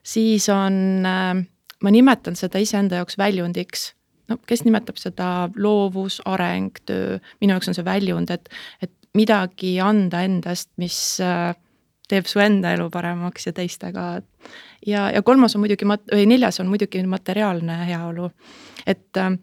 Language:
Estonian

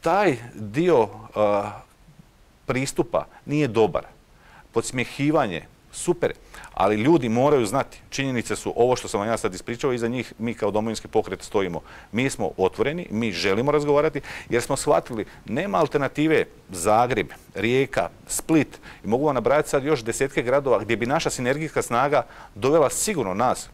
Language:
Croatian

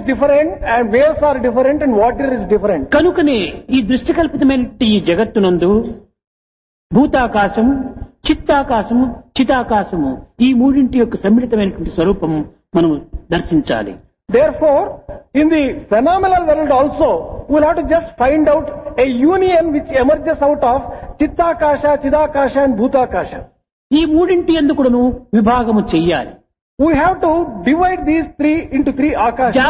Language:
Telugu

